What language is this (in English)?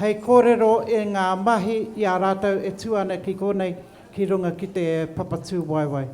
Māori